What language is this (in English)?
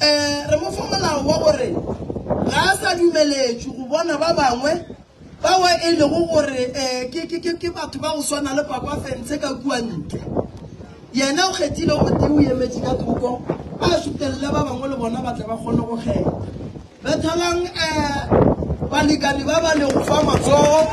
Northern Sotho